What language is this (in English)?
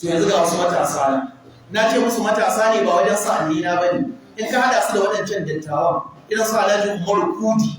Hausa